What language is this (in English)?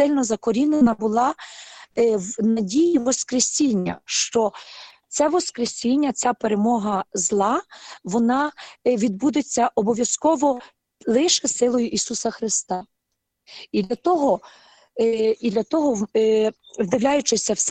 Ukrainian